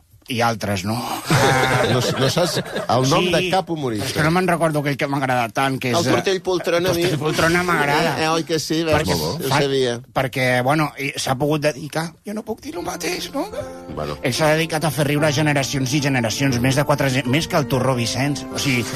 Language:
Catalan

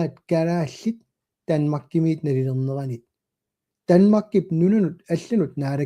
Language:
Kalaallisut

